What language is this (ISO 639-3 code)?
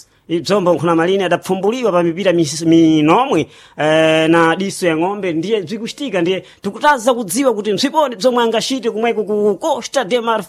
seh